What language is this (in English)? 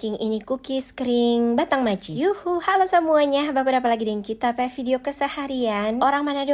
Manado Malay